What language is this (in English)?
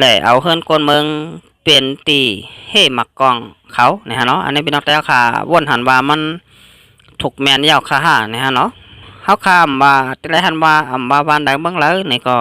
Shan